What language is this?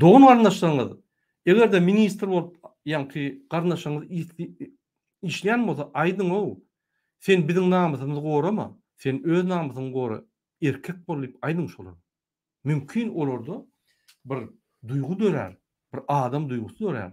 Turkmen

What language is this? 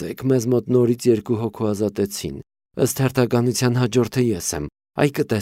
Armenian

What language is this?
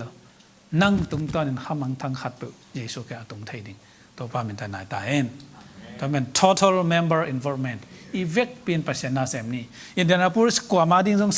Tedim Chin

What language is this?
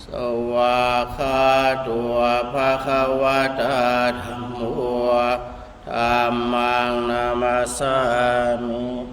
Pali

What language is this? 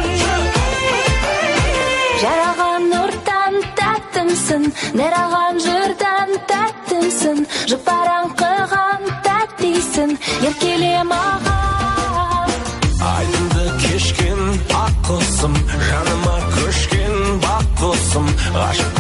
Kazakh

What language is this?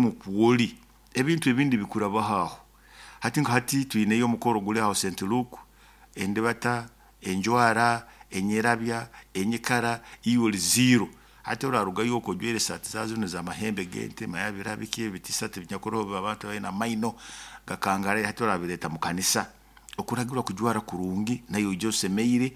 Nyoro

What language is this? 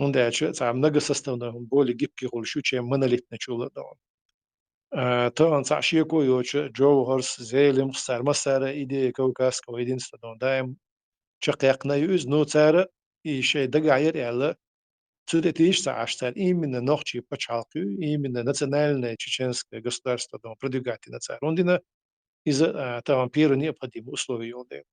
Chechen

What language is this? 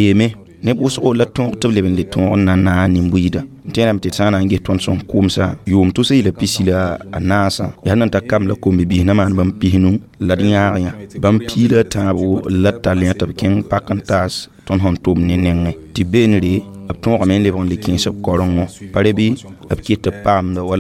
Mossi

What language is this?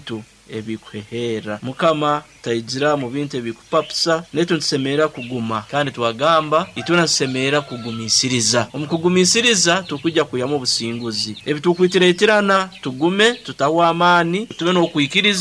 Nyoro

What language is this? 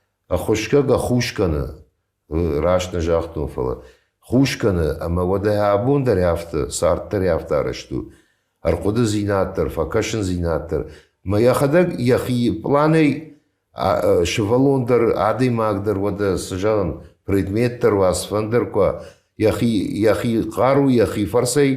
Ossetic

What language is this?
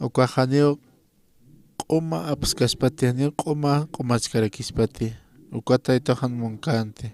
Aymara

